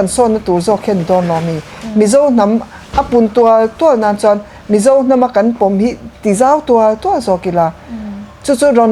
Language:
Mizo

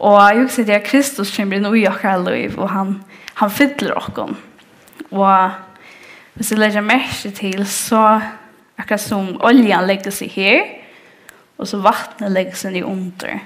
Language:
Faroese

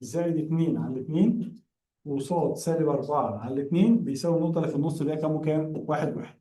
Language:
Egyptian Arabic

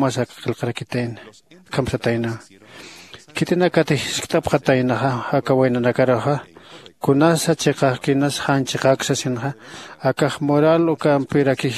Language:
Aymara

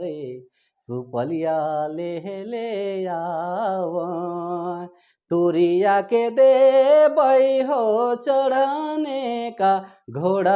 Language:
Sadri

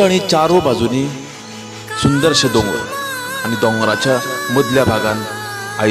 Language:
Konkani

